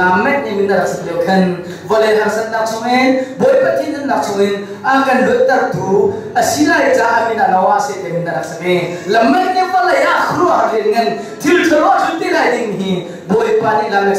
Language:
Hakha Chin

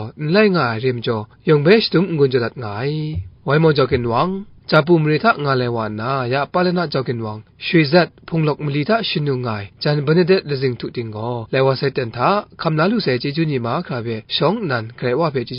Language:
Kachin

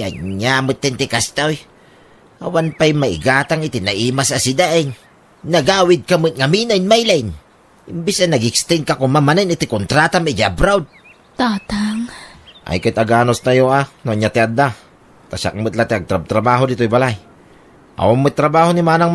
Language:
Iloko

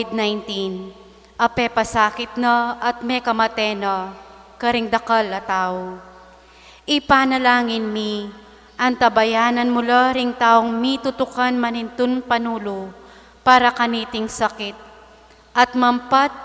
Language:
Pampanga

